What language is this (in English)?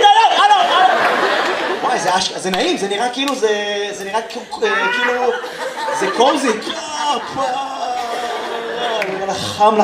Hebrew